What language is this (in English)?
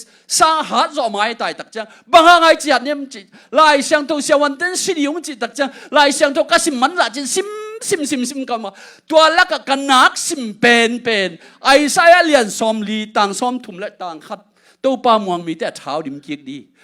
Tedim Chin